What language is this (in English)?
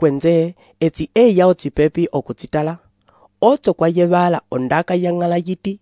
Umbundu